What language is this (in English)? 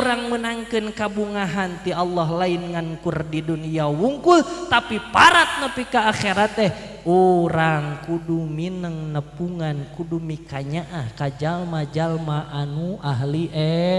Sundanese